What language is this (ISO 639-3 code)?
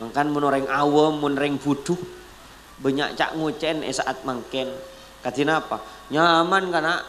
mad